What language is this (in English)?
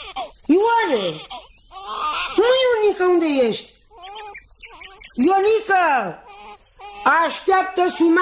Romanian